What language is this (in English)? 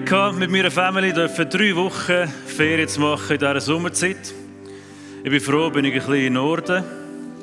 Swiss German